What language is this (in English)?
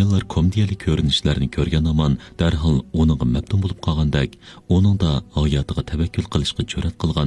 Uyghur